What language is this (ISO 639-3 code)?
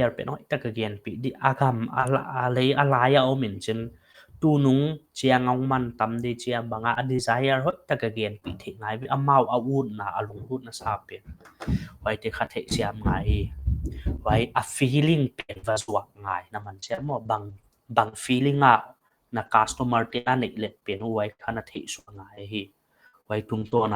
pck